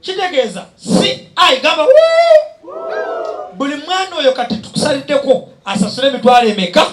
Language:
Ganda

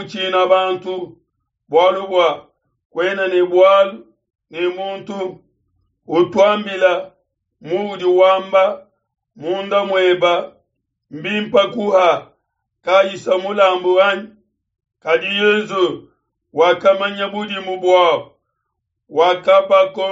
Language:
Luba-Lulua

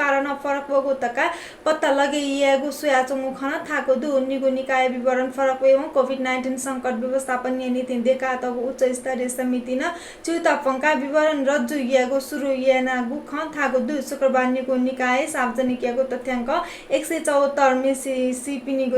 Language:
Newari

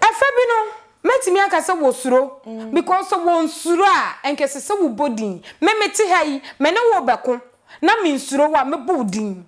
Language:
Akan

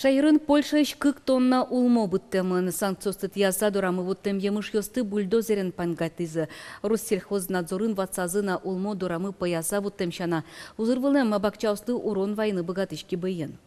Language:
Udmurt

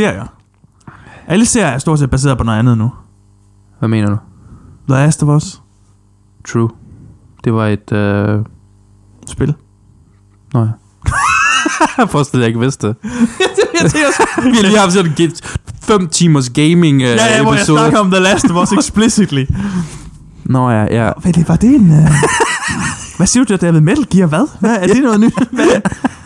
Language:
Danish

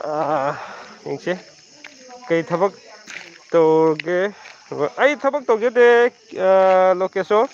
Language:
Manipuri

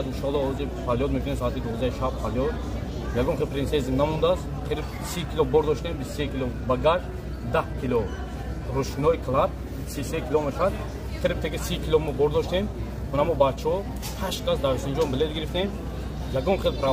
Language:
Tajik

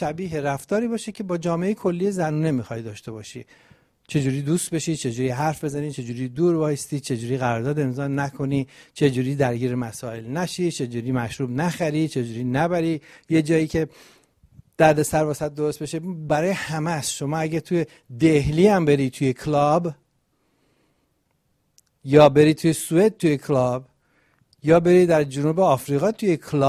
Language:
Persian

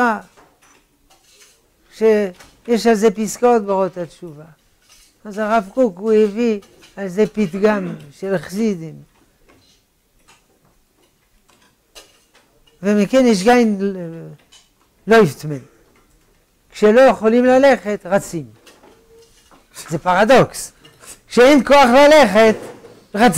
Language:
Hebrew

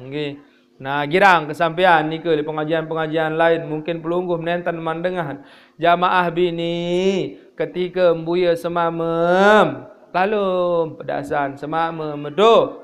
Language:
Sasak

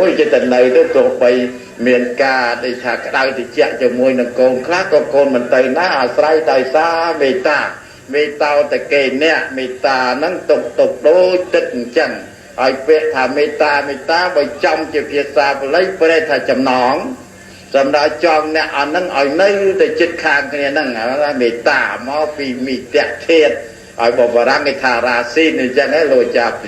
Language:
Khmer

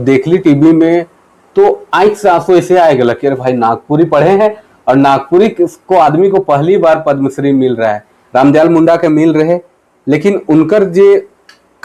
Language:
Sadri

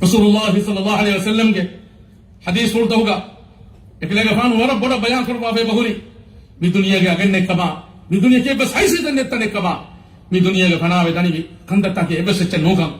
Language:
Divehi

